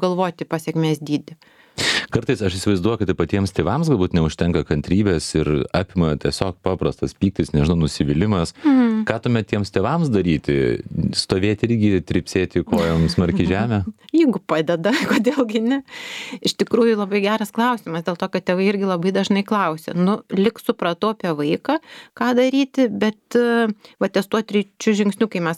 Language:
Lithuanian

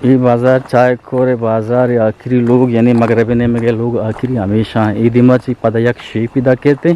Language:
Eastern Balochi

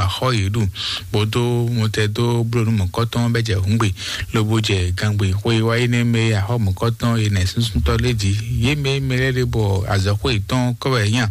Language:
Fon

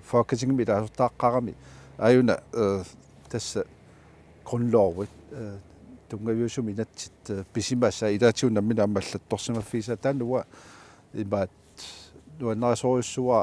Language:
Kalaallisut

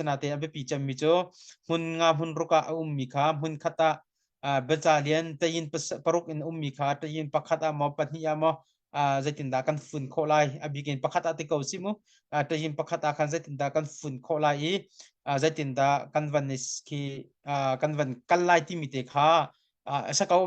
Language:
Hakha Chin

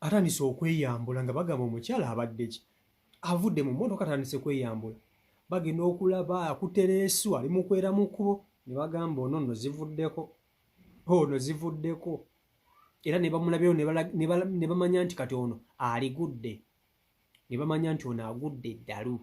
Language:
Ganda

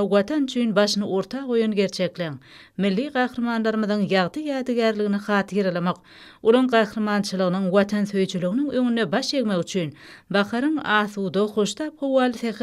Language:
Turkmen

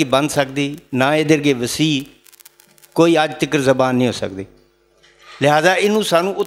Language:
Western Panjabi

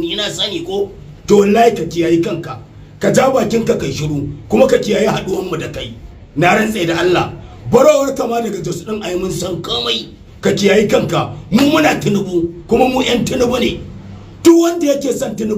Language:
Hausa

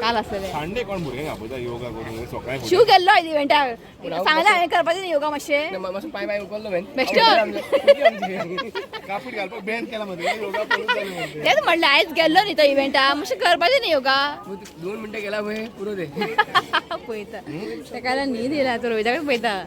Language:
Konkani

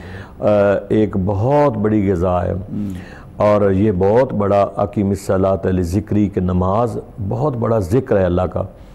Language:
Urdu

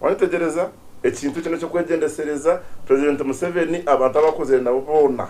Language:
Nyankole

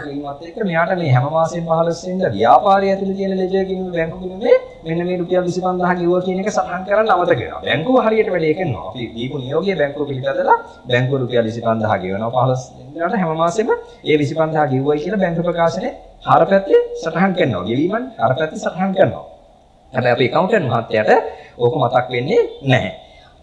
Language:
Sinhala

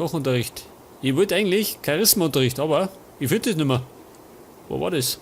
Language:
Bavarian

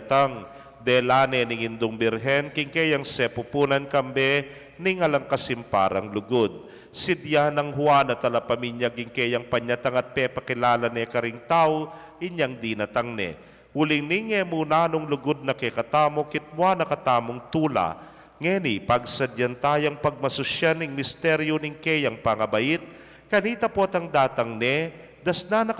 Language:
Pampanga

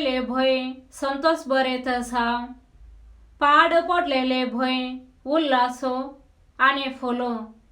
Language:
Konkani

